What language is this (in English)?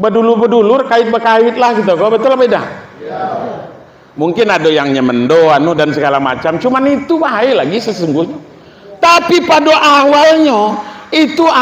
Minangkabau